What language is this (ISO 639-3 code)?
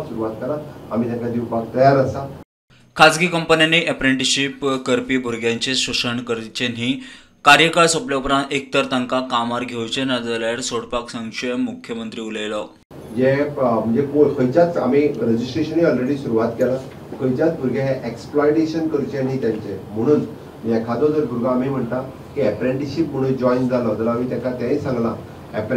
kok